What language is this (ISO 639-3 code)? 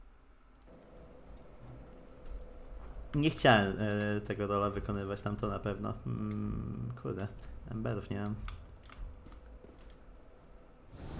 pol